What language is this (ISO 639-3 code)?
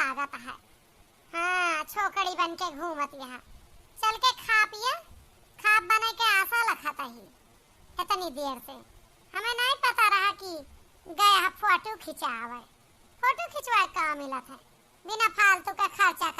awa